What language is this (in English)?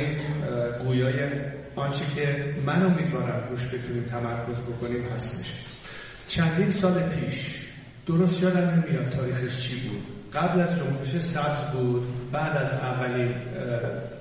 Persian